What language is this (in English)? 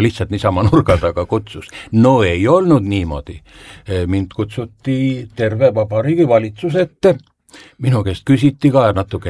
Estonian